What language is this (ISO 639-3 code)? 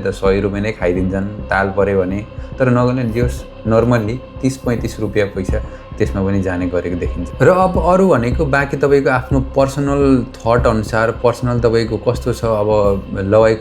nep